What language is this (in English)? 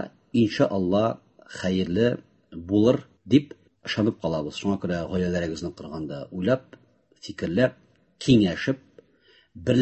Tatar